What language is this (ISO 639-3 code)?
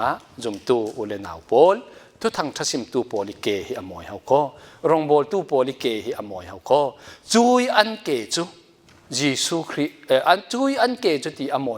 cfm